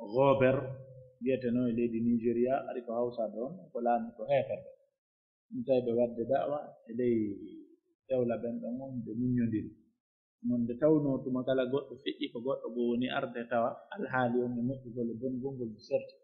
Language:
Pular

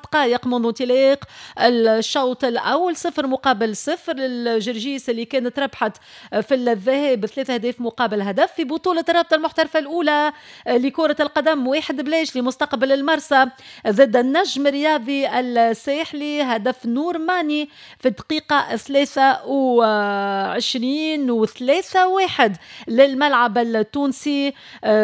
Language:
Tunisian Arabic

